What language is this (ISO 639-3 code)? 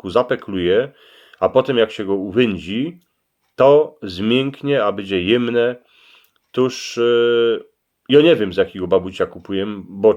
szl